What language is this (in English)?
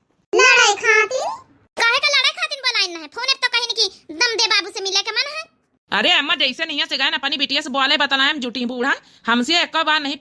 Awadhi